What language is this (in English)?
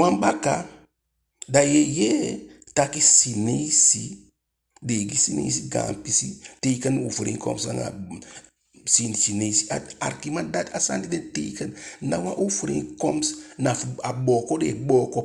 Eastern Maroon Creole